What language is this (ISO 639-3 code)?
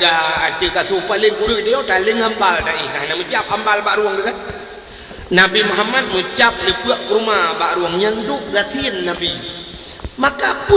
ace